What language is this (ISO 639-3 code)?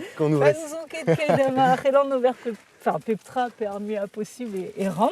bre